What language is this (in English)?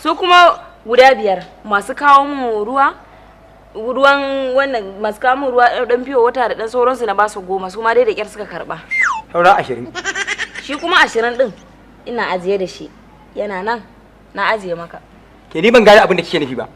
Hausa